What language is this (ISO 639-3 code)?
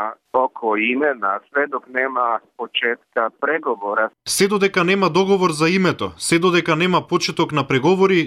mkd